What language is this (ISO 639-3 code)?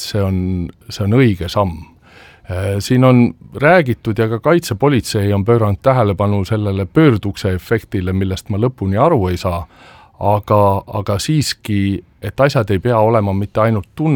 est